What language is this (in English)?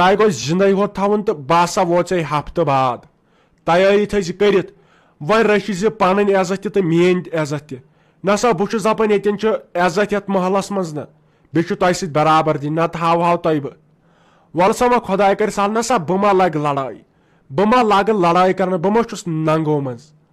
Kashmiri